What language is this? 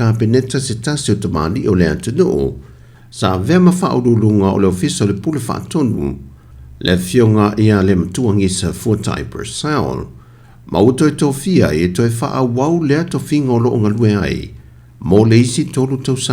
Samoan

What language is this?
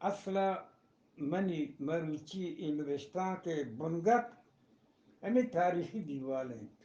Eastern Balochi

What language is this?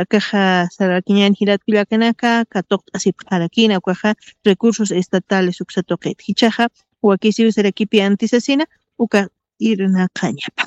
Aymara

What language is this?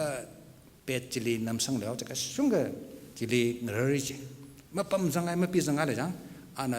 Tangkhul Naga (India)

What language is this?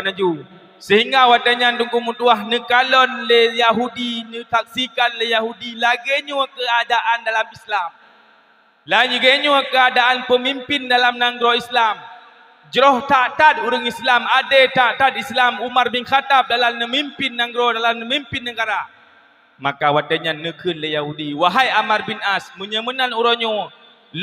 Achinese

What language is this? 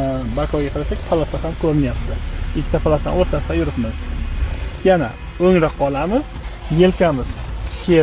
Uzbek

